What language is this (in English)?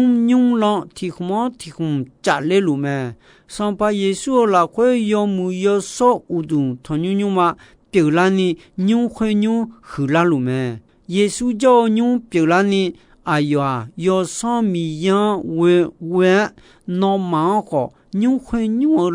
Akha